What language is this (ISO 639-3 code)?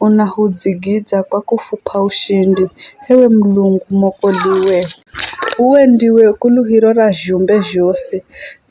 nyf